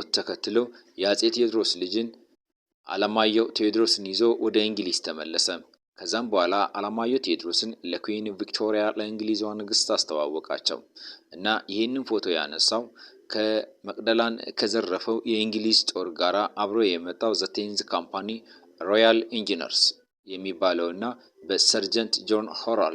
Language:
Amharic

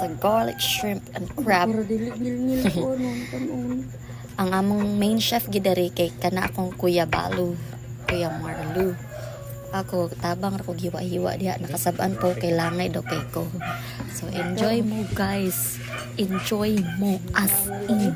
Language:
Cebuano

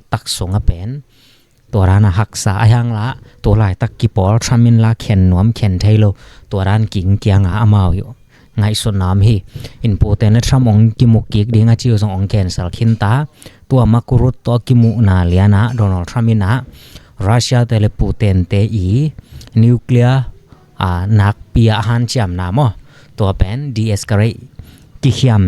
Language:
Tedim Chin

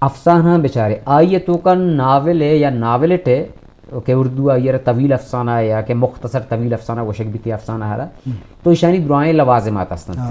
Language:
Eastern Balochi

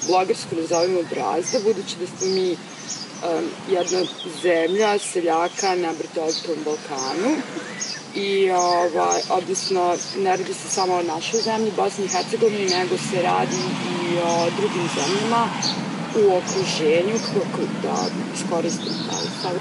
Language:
Bosnian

